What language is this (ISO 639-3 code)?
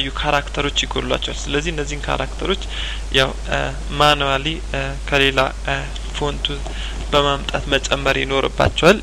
amh